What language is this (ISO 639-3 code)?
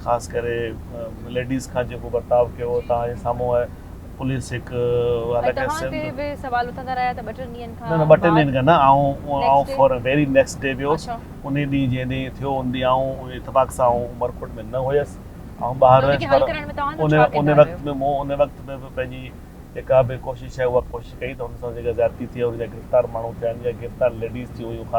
snd